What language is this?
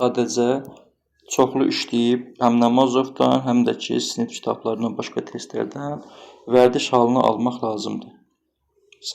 Azerbaijani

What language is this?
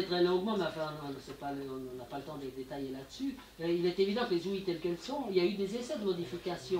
French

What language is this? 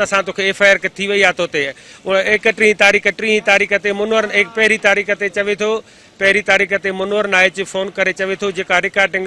Sindhi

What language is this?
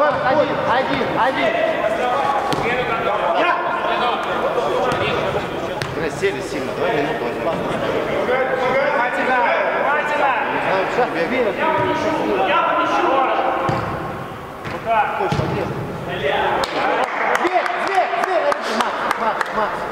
Russian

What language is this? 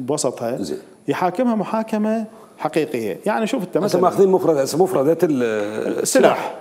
Mesopotamian Arabic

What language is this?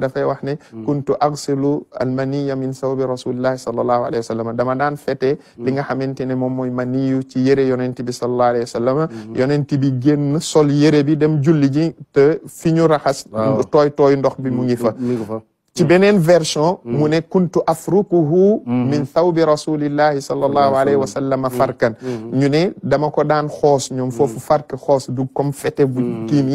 Wolof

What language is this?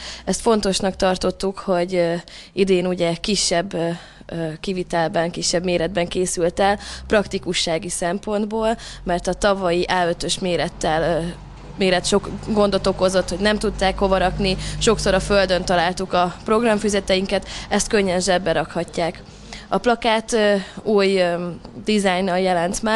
Hungarian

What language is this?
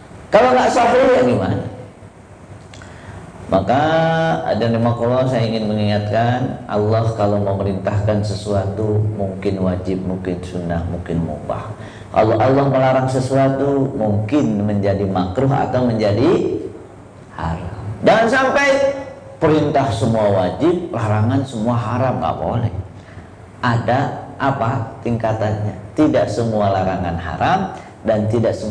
Indonesian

